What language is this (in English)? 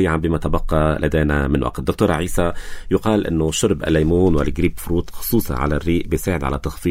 North Levantine Arabic